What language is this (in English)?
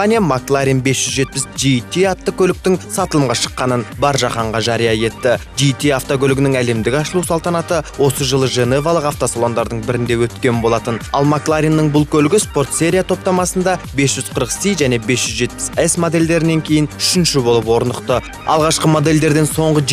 Kazakh